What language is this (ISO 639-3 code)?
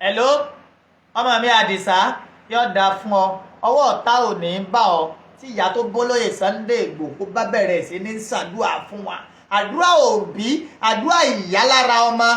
yor